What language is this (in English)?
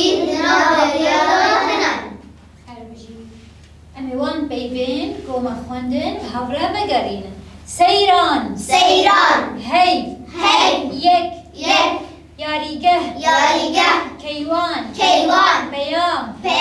Kurdish